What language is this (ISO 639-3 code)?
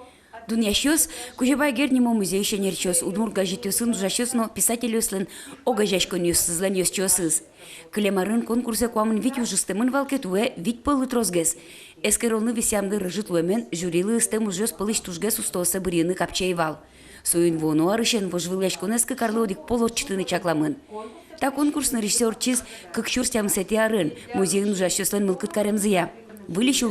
udm